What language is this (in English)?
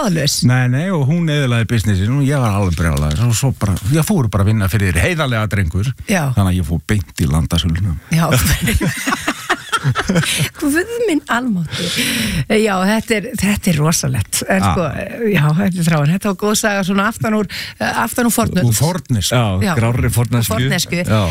Icelandic